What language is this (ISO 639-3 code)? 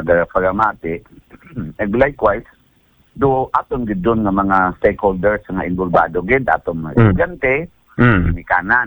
akl